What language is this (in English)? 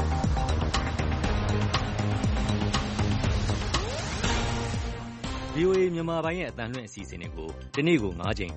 Burmese